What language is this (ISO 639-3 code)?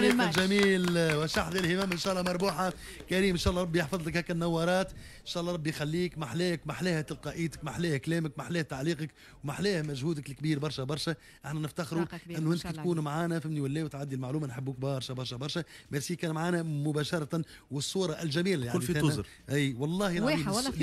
aeb